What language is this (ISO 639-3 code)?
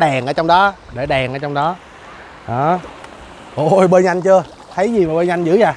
vie